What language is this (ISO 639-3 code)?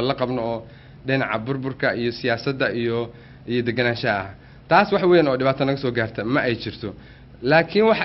som